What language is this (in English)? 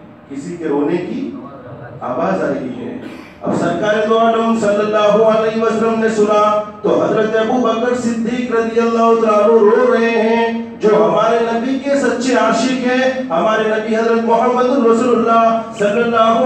Urdu